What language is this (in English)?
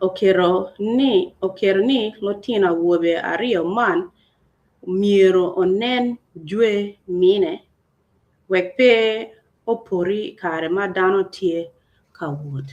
Acoli